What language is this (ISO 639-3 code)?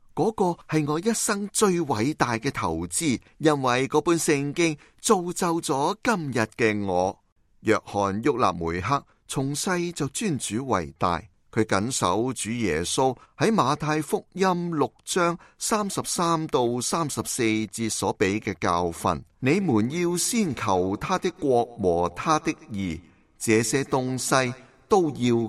yue